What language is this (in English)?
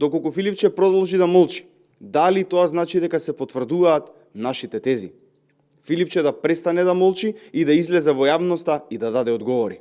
Macedonian